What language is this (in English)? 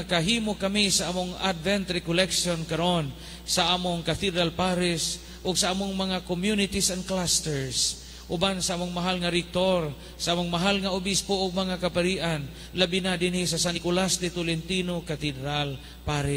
Cebuano